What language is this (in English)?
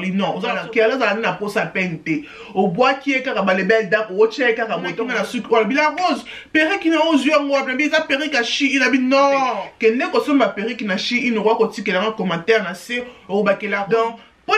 Lingala